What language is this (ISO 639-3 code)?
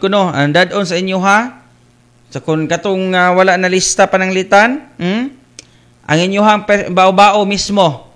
ceb